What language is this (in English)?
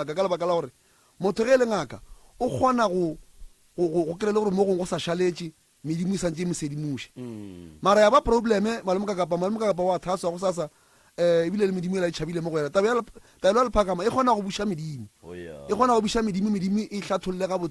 Northern Sotho